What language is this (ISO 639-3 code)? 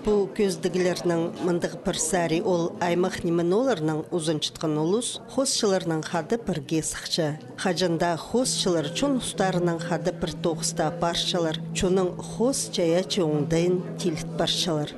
kjh